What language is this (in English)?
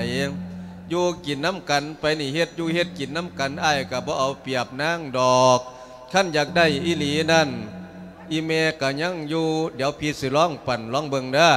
Lao